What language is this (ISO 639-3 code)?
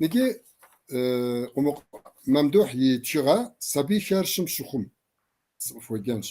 kbd